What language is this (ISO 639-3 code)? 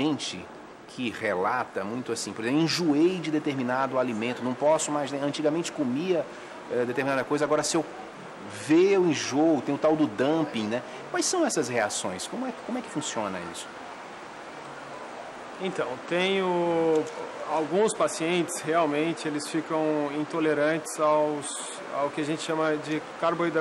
por